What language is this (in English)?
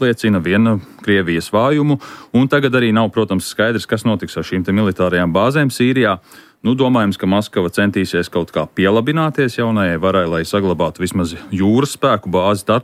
Latvian